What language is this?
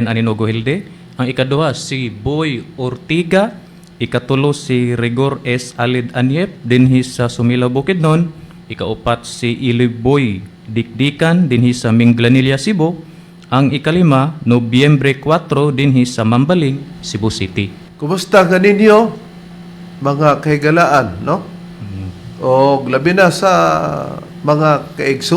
Cebuano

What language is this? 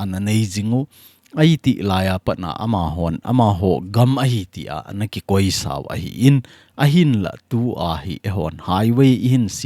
Thado Chin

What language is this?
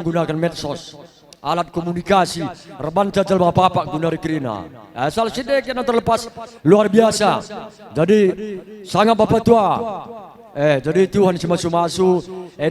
Batak Karo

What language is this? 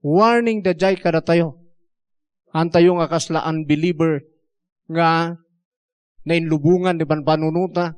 Iloko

